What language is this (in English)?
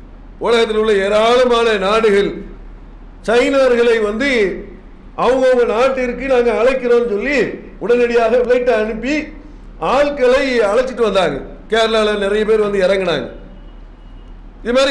Tamil